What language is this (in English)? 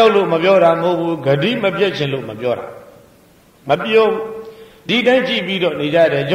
Burmese